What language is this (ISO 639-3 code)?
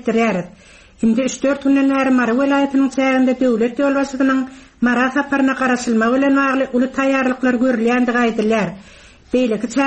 tuk